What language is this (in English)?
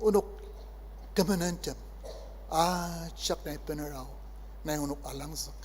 Ao Naga